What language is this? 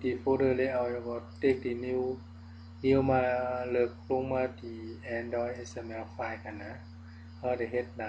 Shan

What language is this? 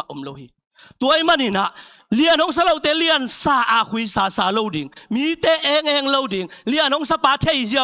Tedim Chin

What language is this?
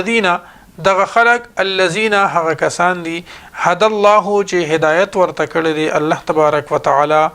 Pashto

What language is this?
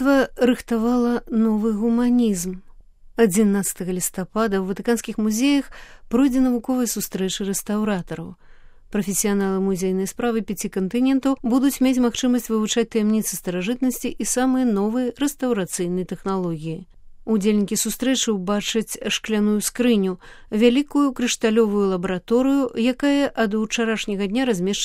Belarusian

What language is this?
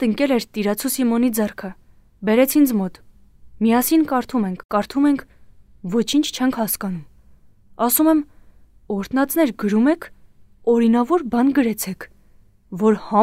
Armenian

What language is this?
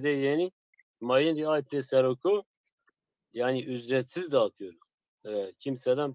Zaza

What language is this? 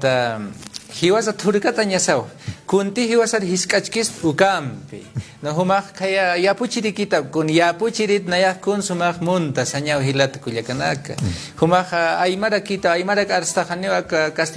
Aymara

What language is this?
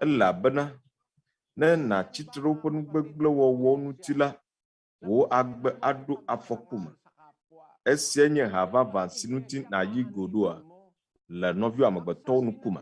Ewe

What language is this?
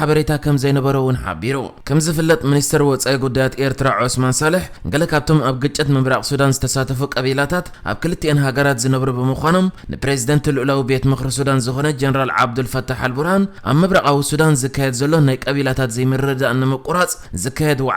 Tigrinya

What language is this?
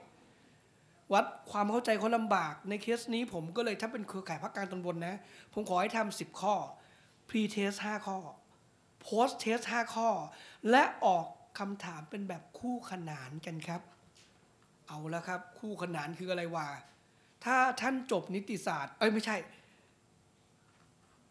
Thai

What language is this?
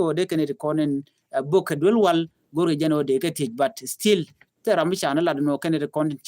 Nuer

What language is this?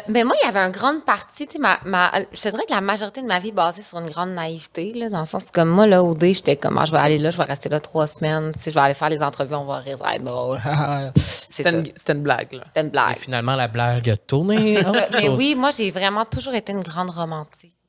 French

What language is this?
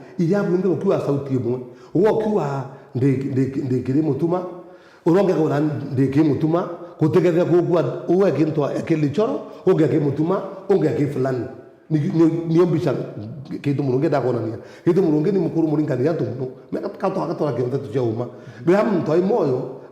Meru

